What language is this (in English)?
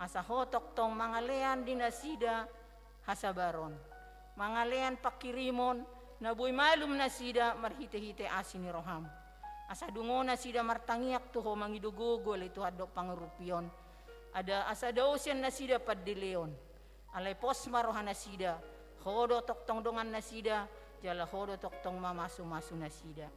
Batak Toba